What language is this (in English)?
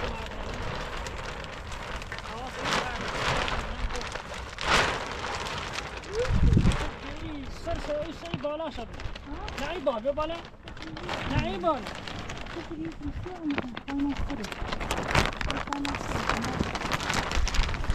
Persian